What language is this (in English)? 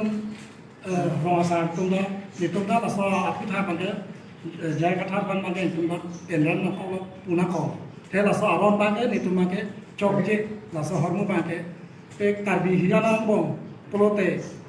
Karbi